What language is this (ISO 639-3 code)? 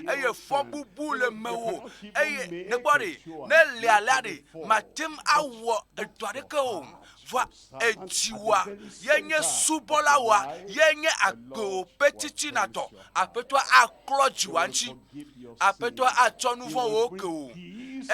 ewe